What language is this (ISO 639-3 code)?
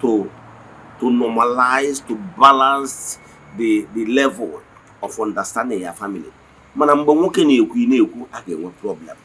ibo